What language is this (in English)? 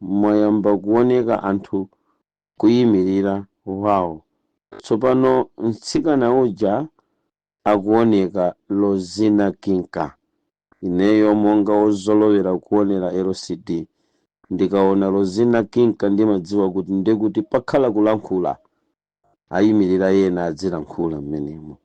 Nyanja